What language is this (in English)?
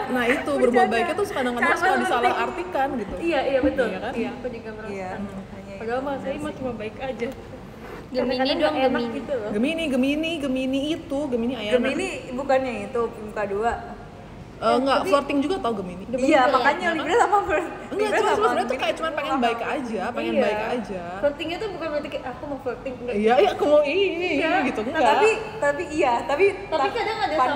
Indonesian